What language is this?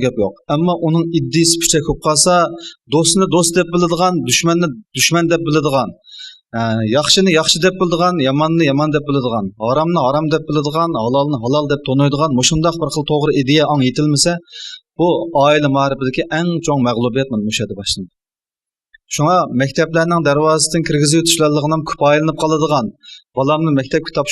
Uyghur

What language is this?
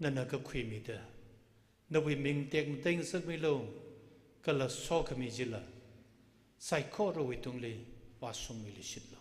Tangkhul Naga (India)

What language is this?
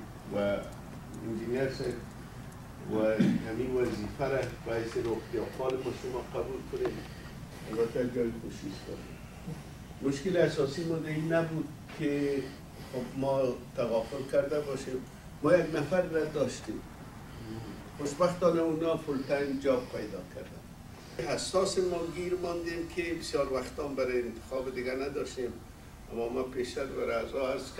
Persian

